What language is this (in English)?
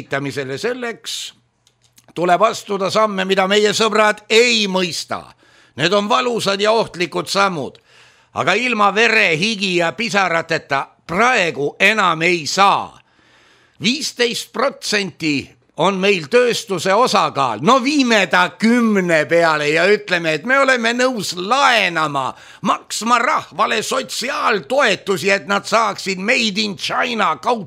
Estonian